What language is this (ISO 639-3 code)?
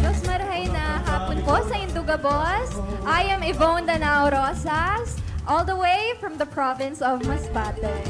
bik